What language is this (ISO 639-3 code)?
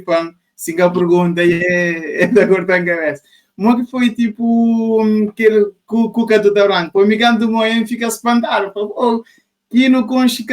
kea